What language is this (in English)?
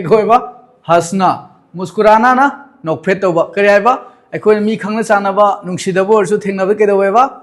Manipuri